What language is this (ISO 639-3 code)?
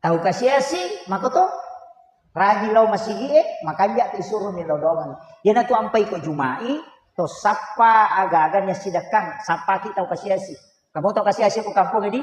bug